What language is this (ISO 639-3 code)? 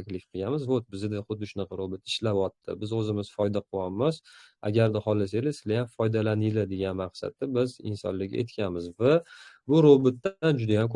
uzb